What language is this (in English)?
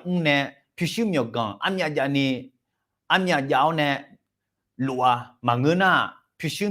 Akha